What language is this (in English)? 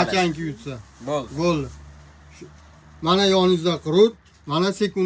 Uzbek